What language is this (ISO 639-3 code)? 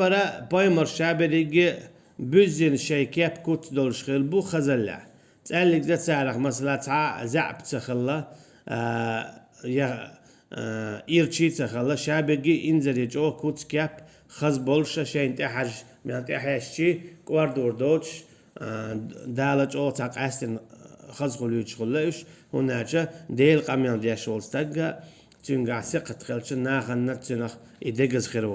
che